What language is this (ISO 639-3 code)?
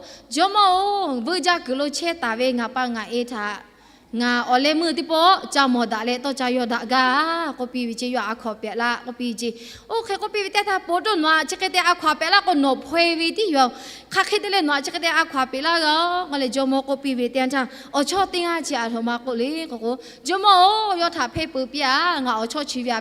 lhu